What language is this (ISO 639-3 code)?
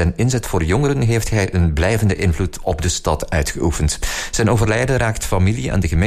nld